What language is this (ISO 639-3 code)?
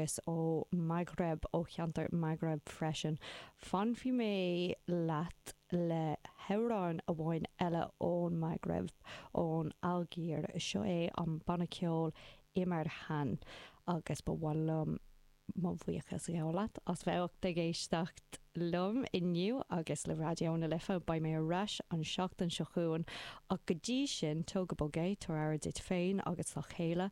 gle